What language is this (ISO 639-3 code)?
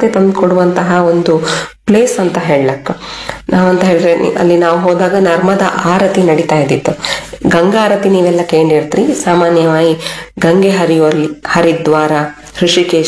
kan